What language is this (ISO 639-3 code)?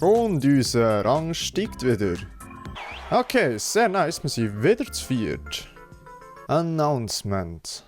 gsw